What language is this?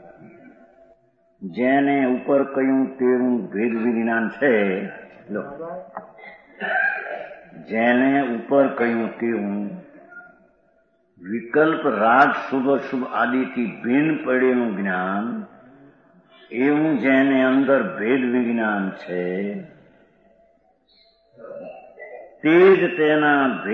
Gujarati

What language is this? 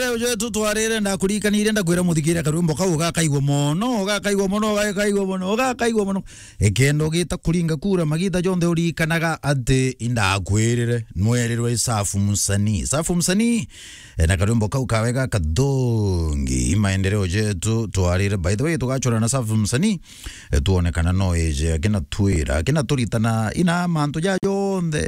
Meru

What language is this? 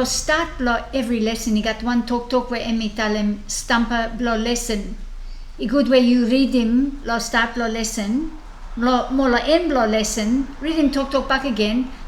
Bislama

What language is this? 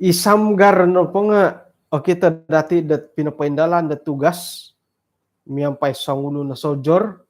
Central Dusun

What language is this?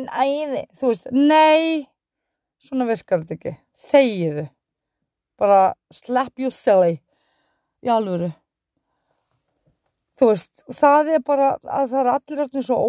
Icelandic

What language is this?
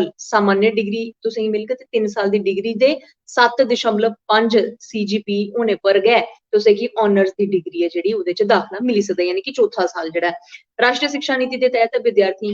Dogri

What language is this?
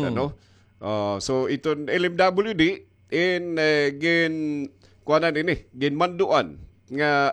Waray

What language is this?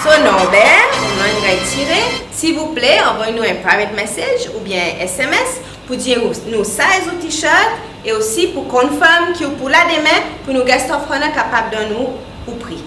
Seselwa Creole French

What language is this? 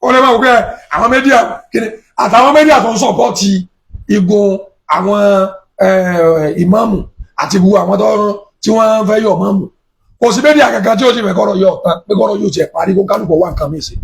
Yoruba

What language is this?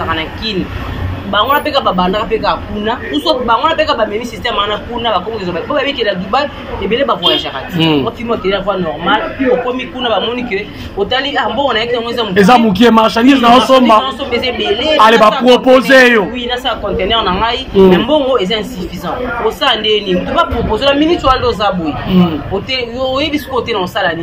Lingala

